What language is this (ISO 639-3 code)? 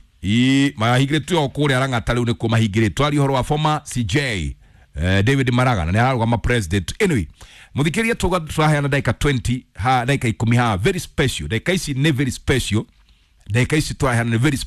kik